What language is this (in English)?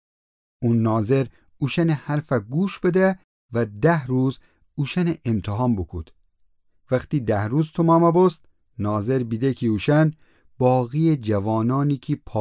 Gilaki